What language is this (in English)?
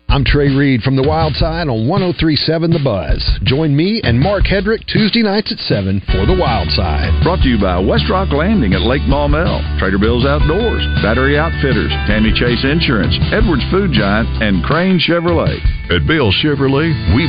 English